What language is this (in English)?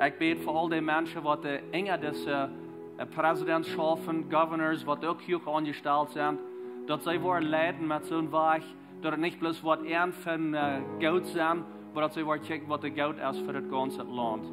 Plautdietsch